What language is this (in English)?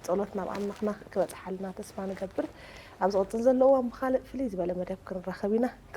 Tigrinya